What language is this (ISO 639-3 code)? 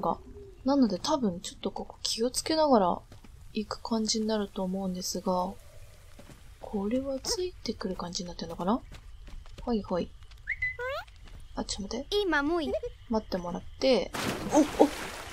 jpn